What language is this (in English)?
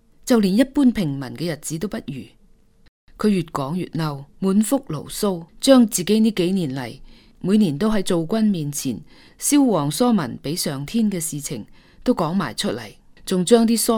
Cantonese